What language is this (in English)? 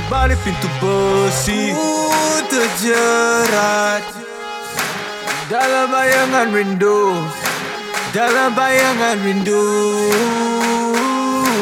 Malay